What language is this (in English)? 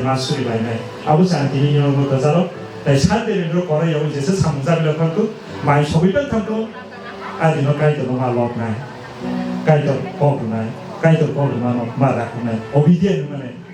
Kok Borok